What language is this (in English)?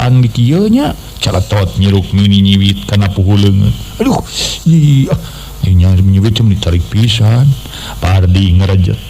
Sundanese